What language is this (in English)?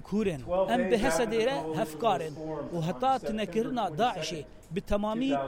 Kurdish